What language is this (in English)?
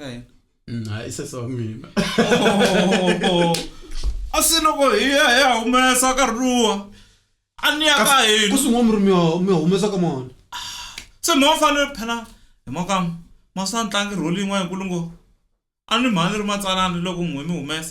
Tsonga